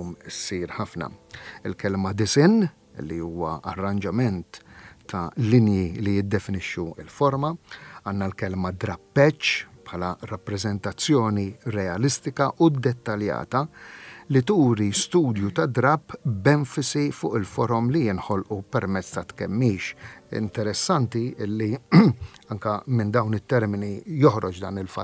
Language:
Maltese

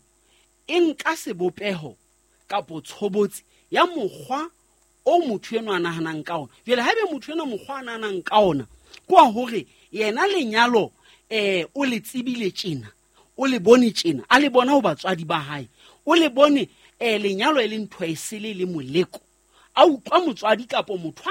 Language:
Southern Sotho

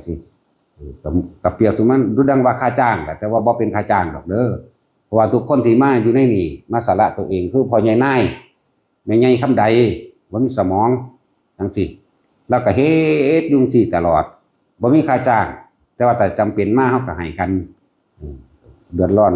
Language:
Northeastern Thai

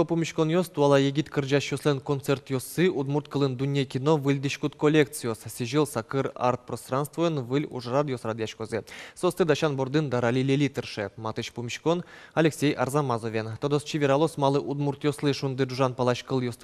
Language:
Udmurt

